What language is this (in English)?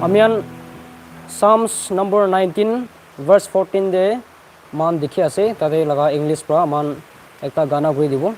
Naga Pidgin